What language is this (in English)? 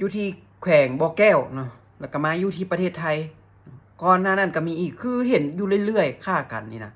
Lao